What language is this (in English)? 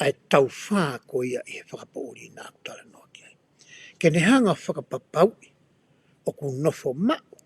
Tongan